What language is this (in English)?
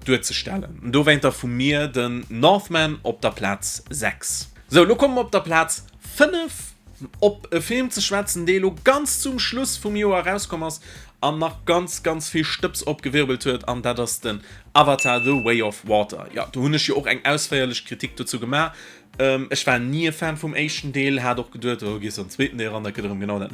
Luxembourgish